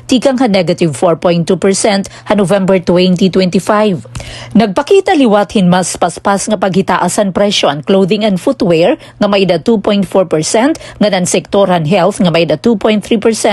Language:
Waray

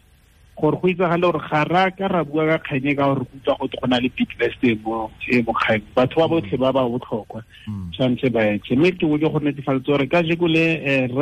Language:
Tswana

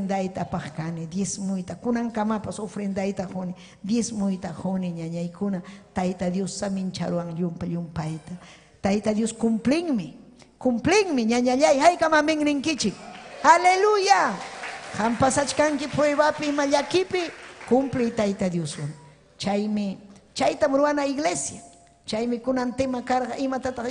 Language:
Ayacucho Quechua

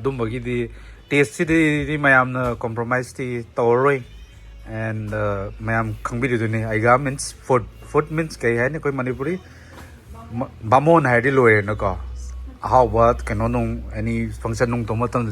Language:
Manipuri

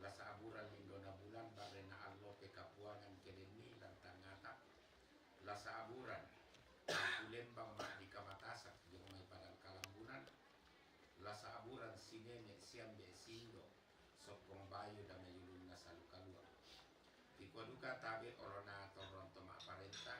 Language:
Toraja-Sa'dan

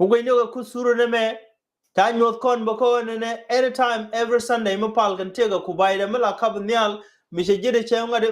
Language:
Nuer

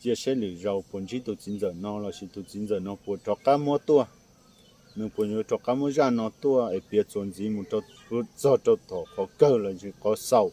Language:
Hmong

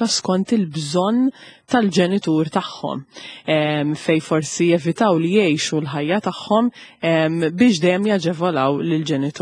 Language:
Maltese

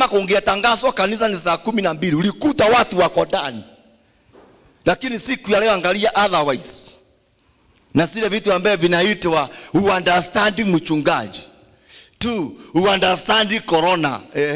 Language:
Swahili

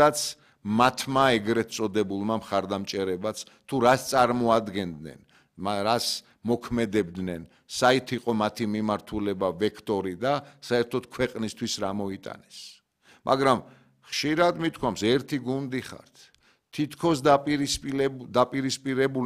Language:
Georgian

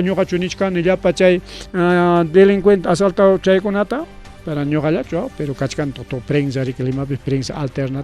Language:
Ayacucho Quechua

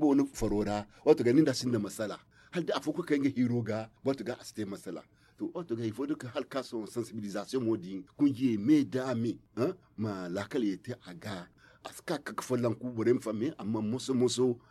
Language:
Zarma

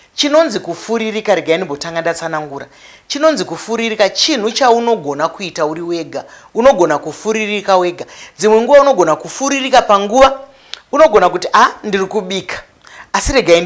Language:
Shona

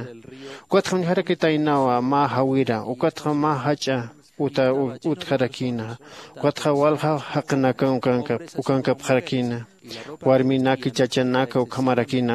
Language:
Aymara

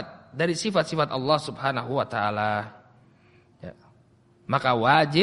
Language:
Indonesian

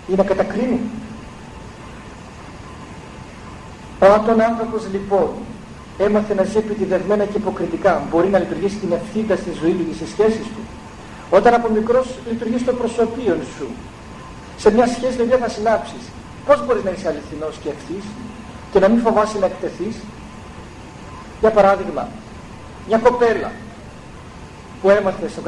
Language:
Greek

